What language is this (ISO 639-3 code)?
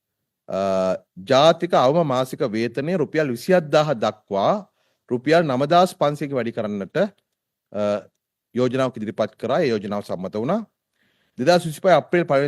sin